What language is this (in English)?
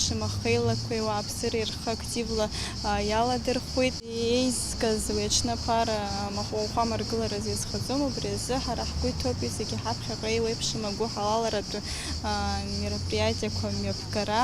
Abkhazian